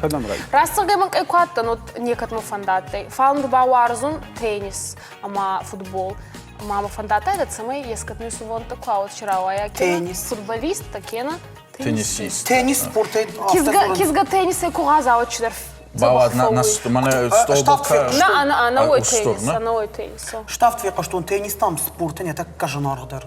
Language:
Ossetic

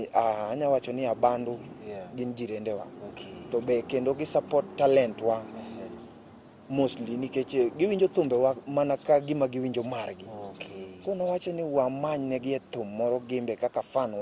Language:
Luo (Kenya and Tanzania)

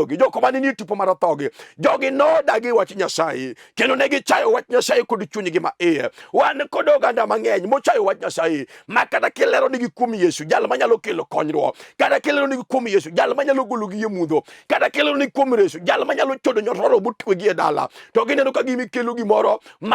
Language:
Luo (Kenya and Tanzania)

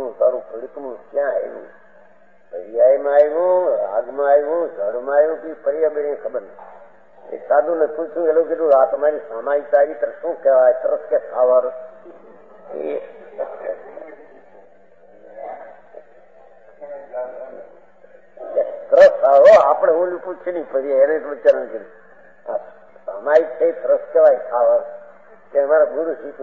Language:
Gujarati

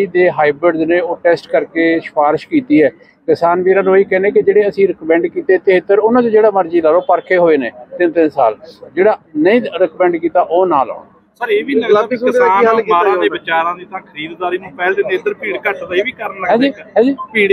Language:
Punjabi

